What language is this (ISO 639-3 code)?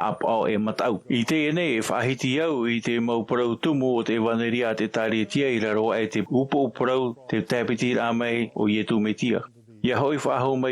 tah